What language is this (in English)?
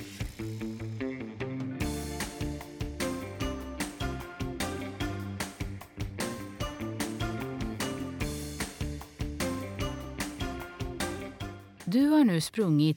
Swedish